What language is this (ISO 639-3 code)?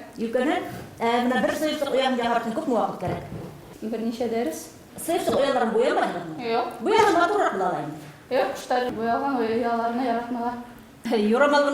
bak